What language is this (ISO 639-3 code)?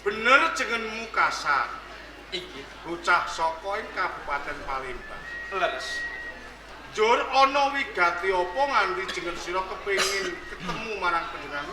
jav